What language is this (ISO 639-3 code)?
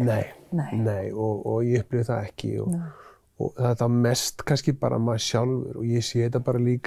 isl